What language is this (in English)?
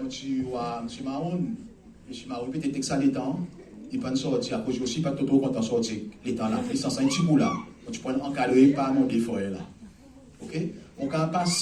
Seselwa Creole French